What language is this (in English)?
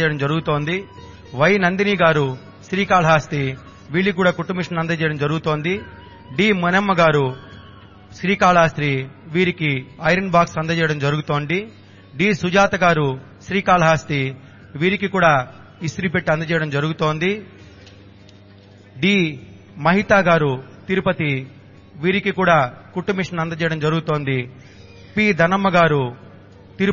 Telugu